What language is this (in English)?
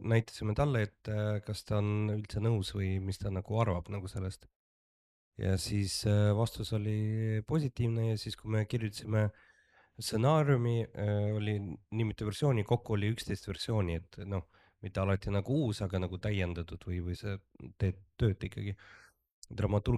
Estonian